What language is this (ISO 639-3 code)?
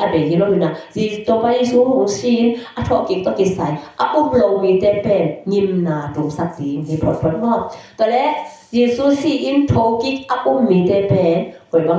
ctd